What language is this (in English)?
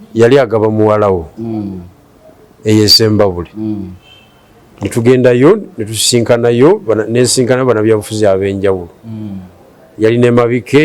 Ganda